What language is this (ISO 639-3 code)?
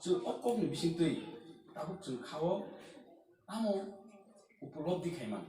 trp